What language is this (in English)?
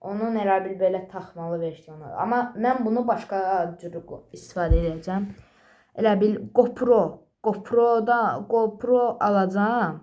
Azerbaijani